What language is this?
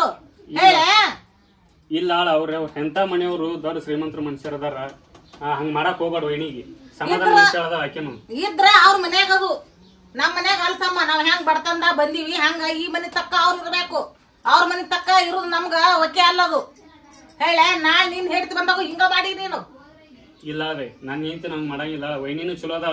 Kannada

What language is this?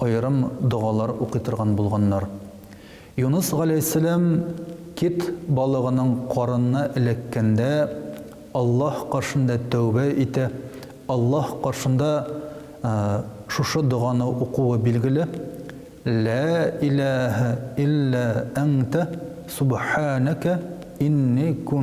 Tatar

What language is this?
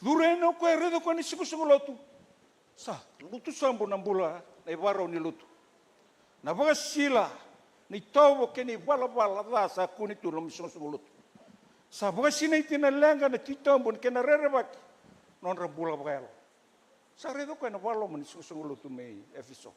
Fijian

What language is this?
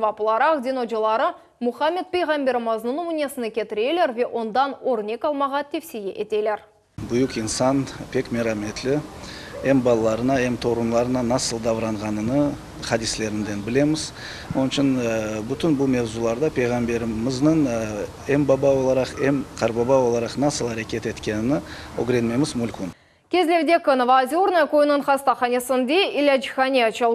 Crimean Tatar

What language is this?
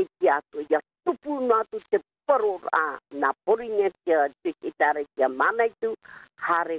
Tahitian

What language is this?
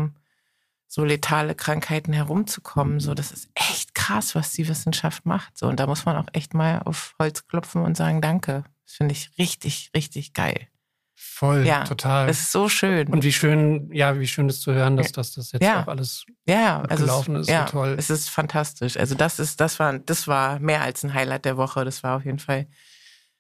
German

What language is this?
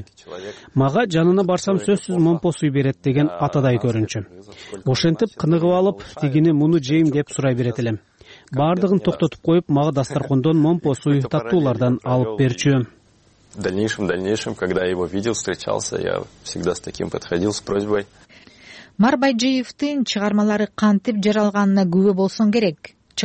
Kyrgyz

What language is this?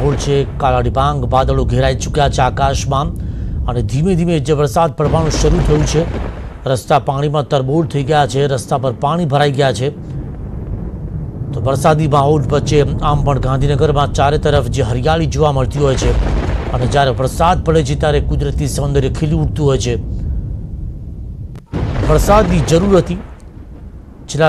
Gujarati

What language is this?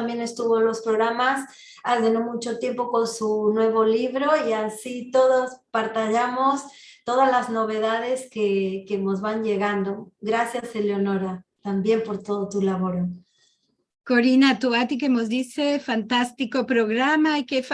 Ladino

